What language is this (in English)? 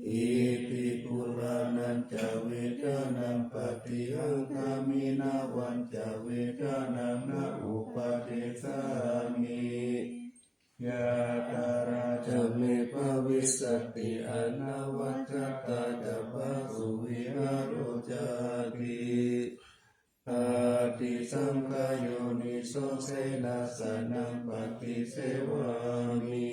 Pali